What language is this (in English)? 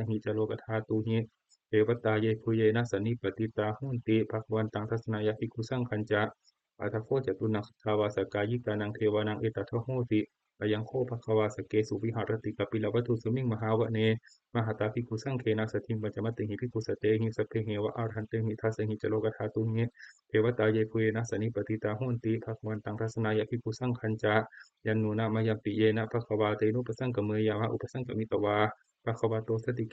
Pali